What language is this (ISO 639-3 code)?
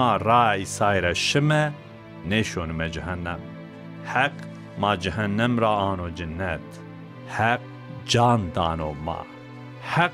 zza